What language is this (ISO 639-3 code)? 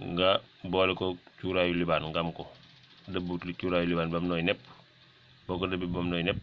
wol